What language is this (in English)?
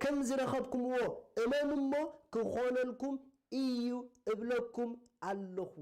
Tigrinya